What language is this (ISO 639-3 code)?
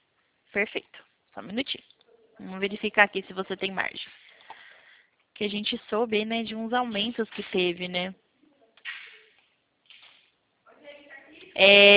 por